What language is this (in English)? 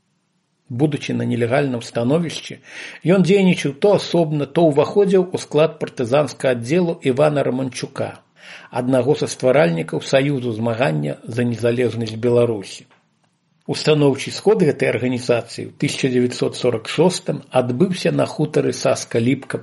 Belarusian